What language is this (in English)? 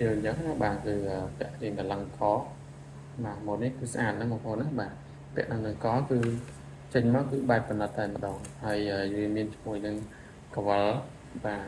Khmer